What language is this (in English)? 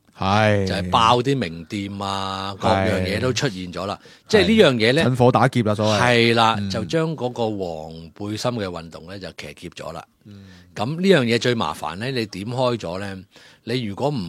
Cantonese